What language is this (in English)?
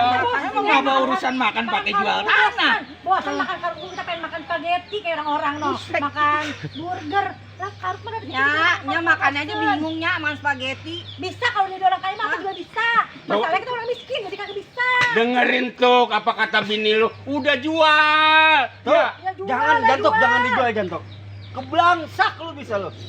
Betawi